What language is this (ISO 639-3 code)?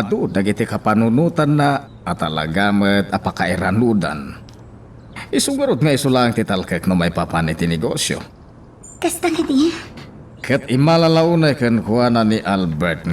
ilo